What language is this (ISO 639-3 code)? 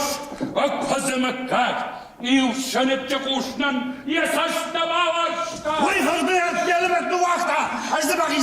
oss